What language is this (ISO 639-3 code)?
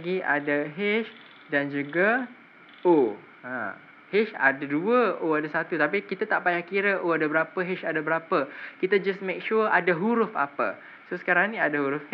msa